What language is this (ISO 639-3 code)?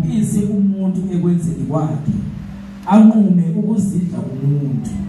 zul